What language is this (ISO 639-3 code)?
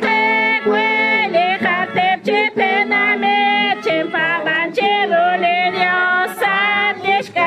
kek